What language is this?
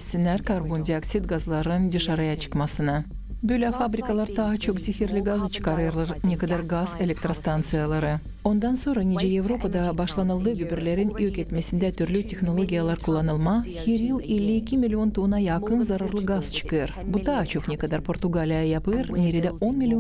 Gagauz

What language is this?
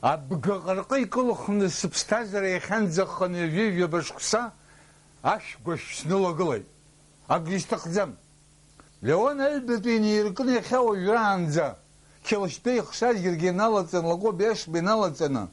Abkhazian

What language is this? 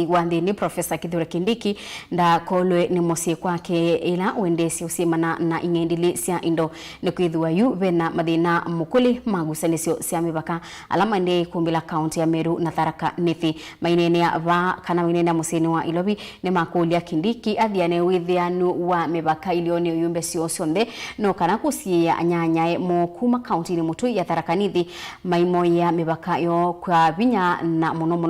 Kamba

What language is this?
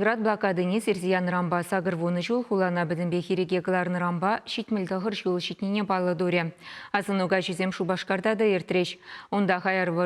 Chuvash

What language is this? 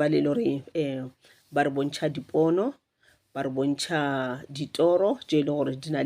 Northern Sotho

